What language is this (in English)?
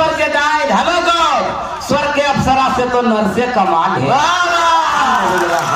Magahi